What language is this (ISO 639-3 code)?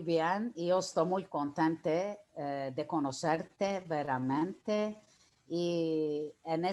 lad